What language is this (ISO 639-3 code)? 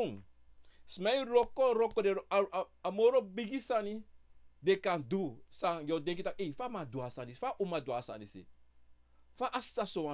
srn